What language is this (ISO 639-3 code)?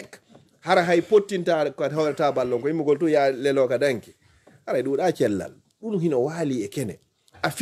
ful